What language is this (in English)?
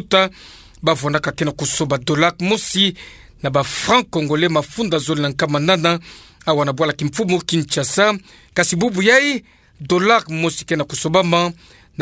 Kituba (Democratic Republic of Congo)